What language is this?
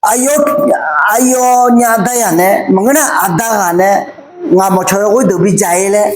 Akha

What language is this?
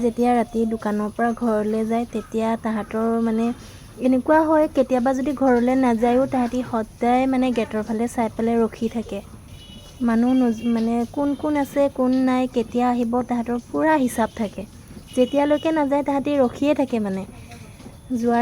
Assamese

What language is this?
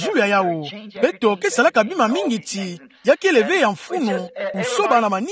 Kituba (Democratic Republic of Congo)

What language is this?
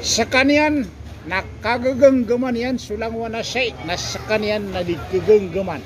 Maranao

